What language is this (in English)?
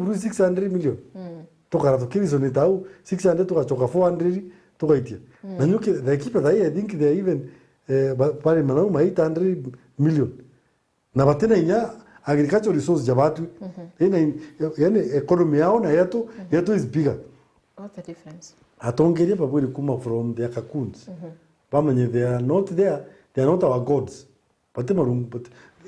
Meru